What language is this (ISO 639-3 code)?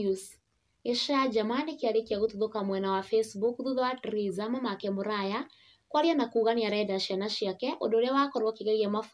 kik